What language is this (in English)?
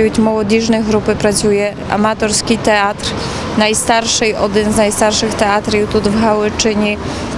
Ukrainian